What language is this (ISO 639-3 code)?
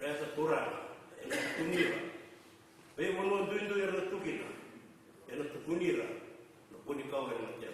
fij